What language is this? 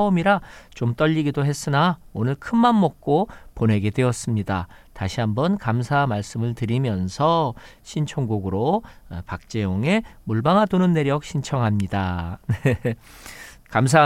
Korean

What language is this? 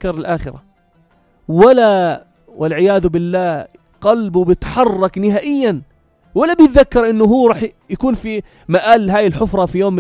North Levantine Arabic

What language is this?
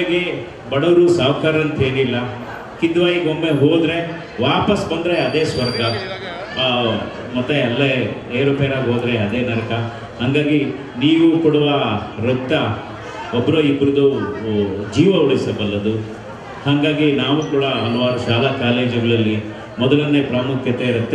Kannada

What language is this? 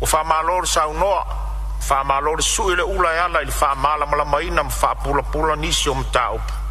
Samoan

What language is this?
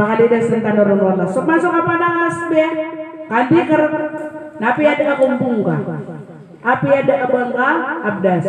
Maranao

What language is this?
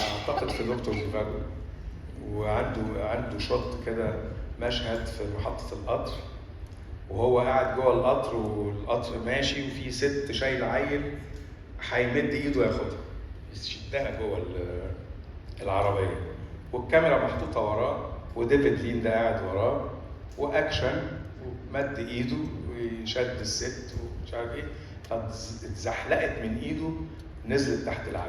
Egyptian Arabic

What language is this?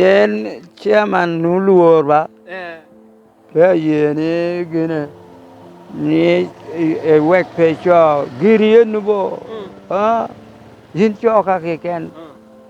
Lango (Uganda)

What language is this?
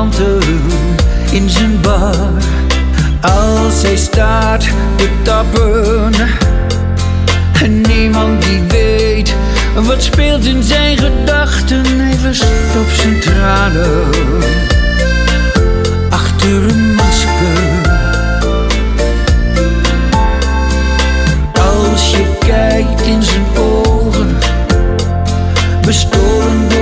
Dutch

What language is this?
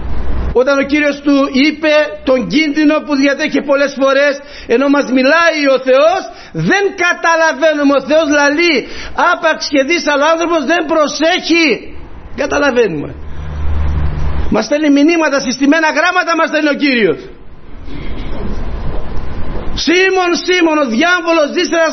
Greek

